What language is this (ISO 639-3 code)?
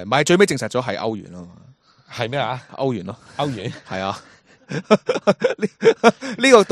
yue